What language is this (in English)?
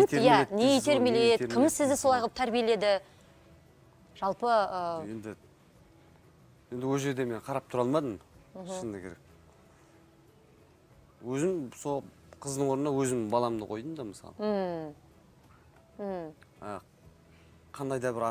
Kazakh